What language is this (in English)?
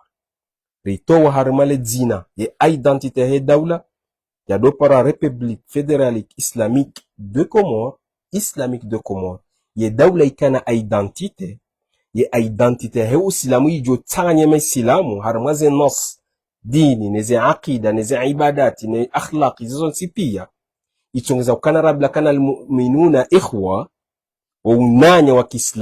Ngazidja Comorian